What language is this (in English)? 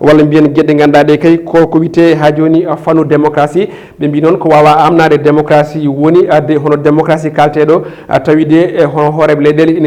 Fula